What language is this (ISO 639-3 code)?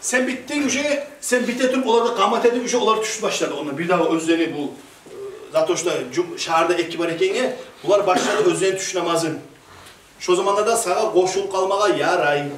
kum